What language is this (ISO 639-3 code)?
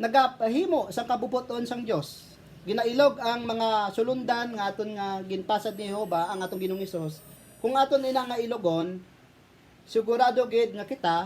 hil